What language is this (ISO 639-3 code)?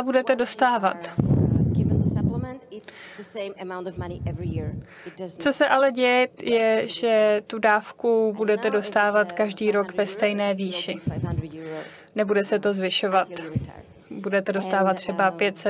ces